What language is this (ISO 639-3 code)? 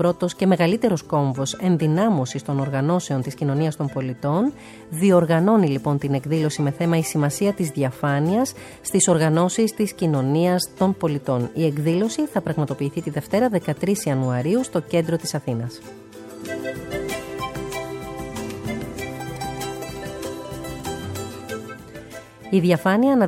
ell